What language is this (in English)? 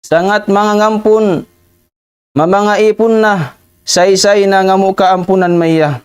Tausug